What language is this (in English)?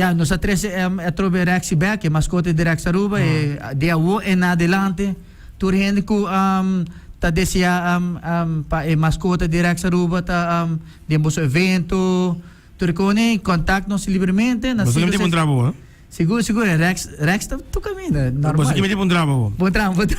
Papiamento